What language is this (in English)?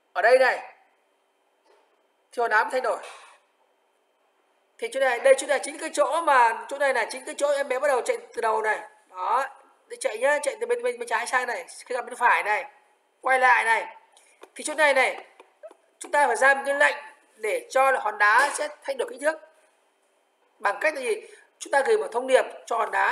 Vietnamese